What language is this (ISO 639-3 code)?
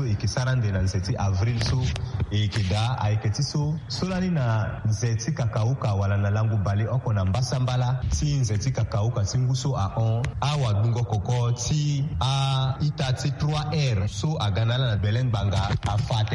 sag